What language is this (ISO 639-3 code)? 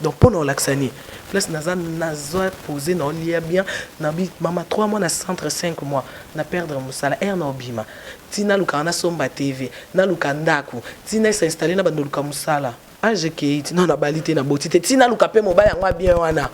lin